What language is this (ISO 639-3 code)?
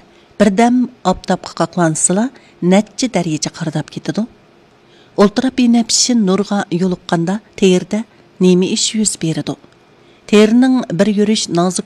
uig